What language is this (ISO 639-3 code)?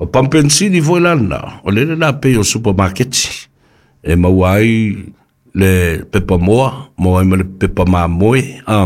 smo